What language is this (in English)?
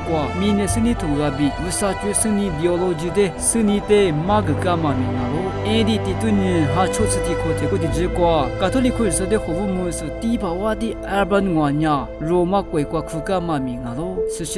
Lisu